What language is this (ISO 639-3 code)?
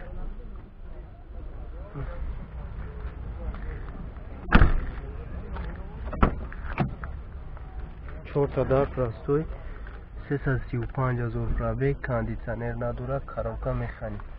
fas